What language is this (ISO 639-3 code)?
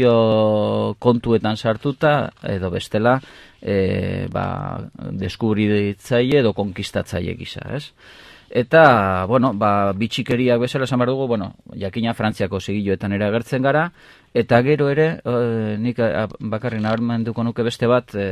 eus